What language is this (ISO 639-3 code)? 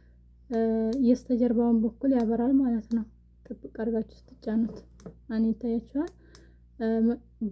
amh